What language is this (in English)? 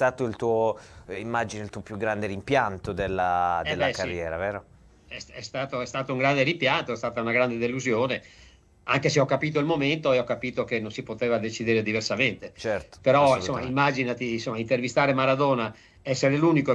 Italian